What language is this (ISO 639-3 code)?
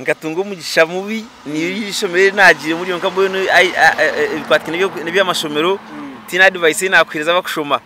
nyn